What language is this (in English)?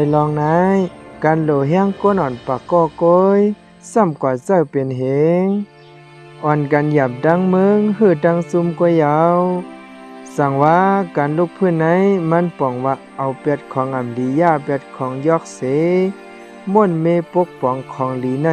Shan